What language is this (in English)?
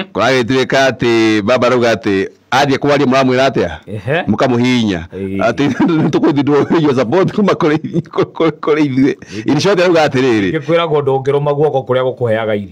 Kikuyu